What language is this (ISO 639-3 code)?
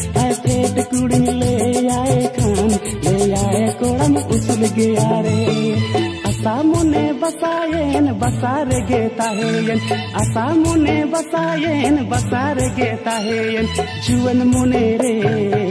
sat